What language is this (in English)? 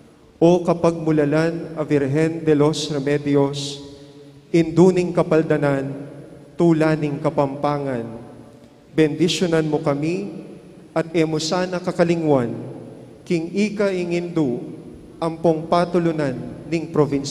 Pampanga